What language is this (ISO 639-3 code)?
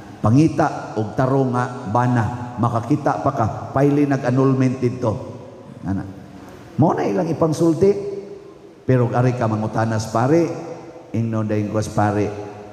ceb